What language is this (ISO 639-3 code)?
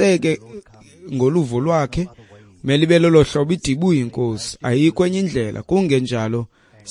xho